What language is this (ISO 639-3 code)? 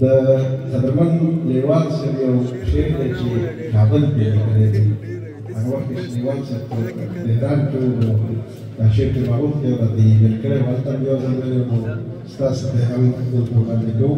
pus